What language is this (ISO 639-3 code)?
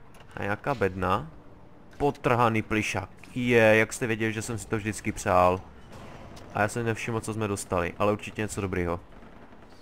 ces